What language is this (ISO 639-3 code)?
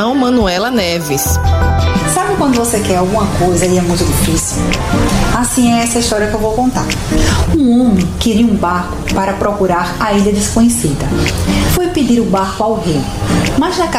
por